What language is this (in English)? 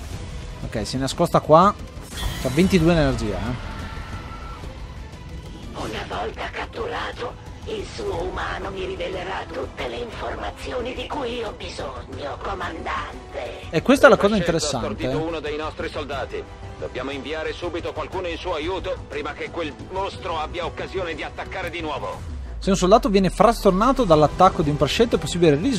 Italian